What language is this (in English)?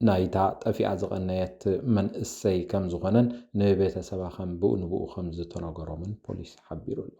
Tigrinya